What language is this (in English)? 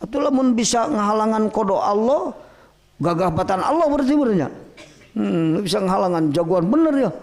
Sundanese